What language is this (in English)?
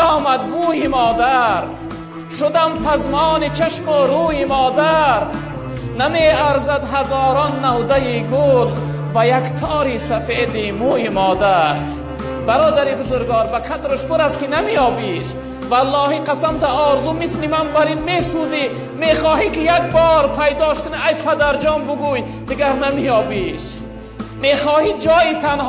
Tajik